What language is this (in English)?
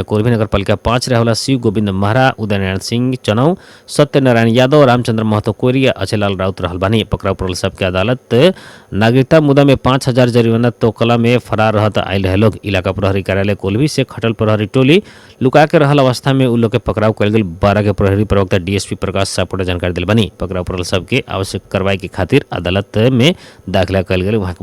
Bhojpuri